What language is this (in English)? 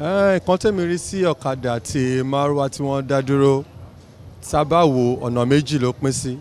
Yoruba